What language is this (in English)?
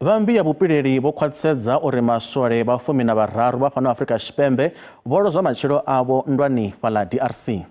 Venda